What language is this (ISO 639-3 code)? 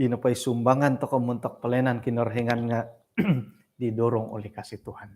dtp